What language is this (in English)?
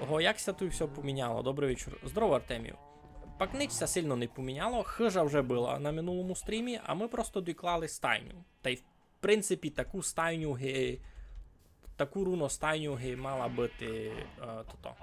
Rusyn